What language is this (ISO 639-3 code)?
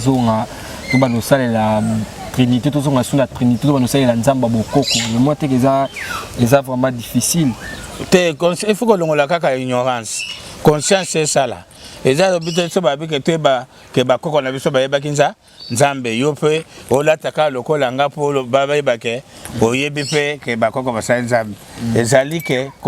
lin